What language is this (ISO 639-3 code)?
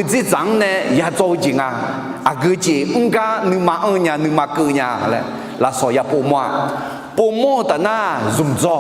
ahk